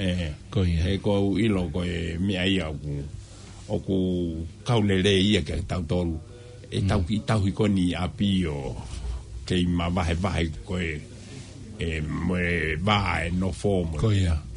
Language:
Tongan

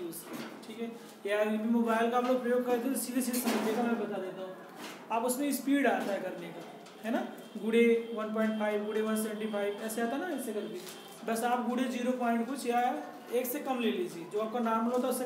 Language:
Hindi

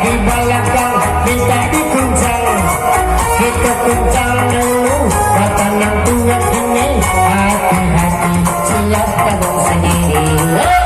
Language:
Minangkabau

